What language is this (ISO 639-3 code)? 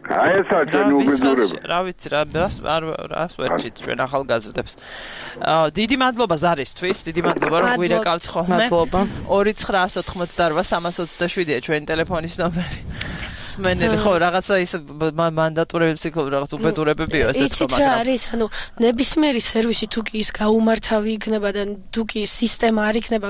kat